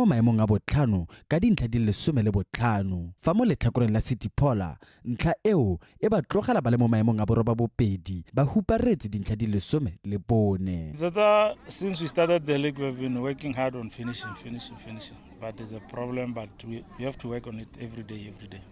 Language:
Tswana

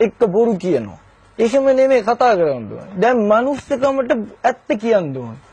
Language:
Sinhala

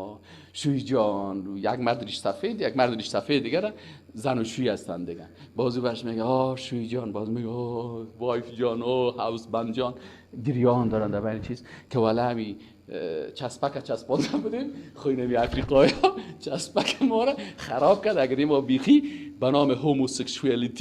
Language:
Persian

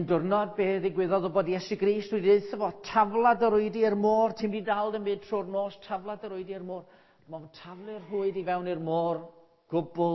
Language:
Welsh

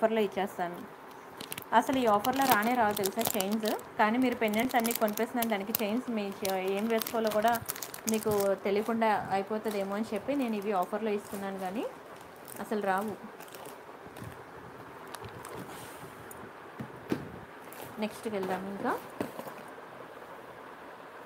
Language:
Telugu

